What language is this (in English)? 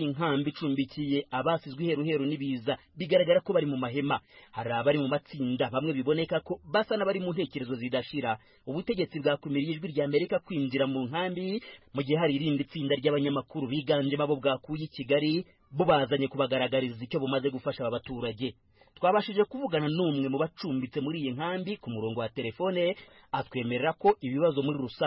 Kinyarwanda